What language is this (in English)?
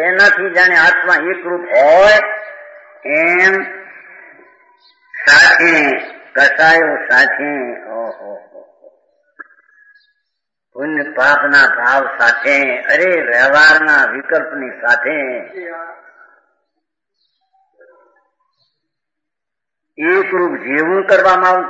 Gujarati